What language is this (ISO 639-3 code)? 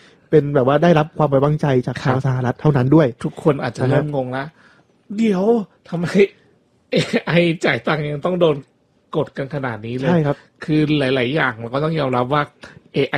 tha